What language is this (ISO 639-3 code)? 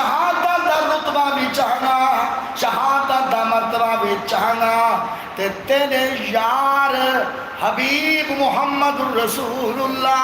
skr